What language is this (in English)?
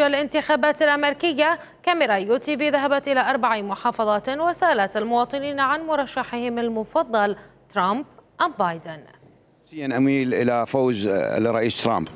Mesopotamian Arabic